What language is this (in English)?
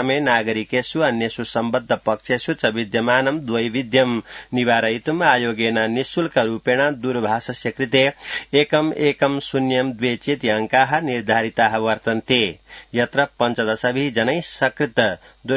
Sanskrit